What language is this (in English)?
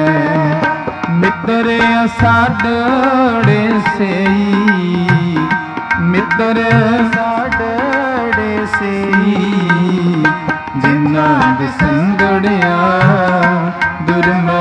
Punjabi